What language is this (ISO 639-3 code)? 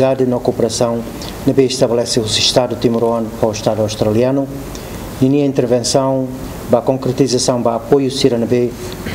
tet